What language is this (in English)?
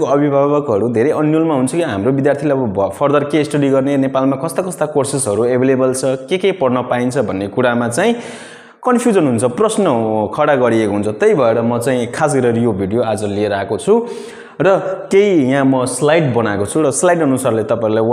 Nepali